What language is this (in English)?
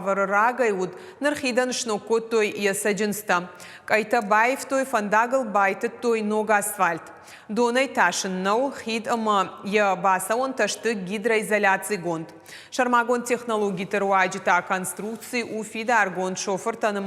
Ossetic